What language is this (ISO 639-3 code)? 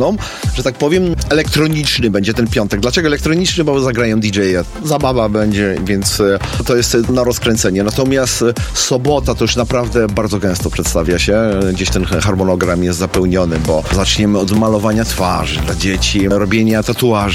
pol